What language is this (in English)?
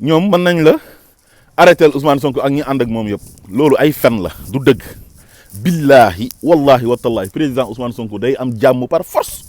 Wolof